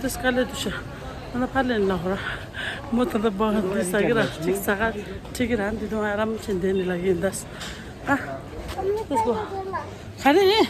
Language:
Tibetan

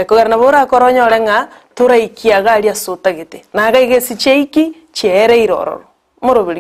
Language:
Gusii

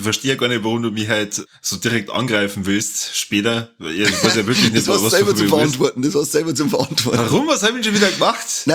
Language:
German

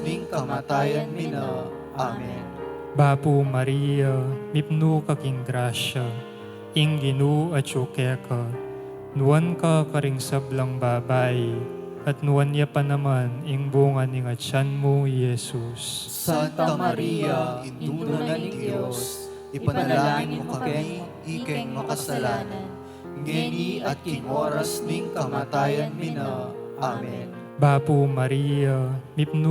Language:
Pampanga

